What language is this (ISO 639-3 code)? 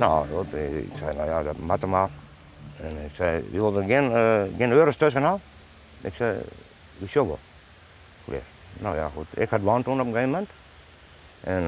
fry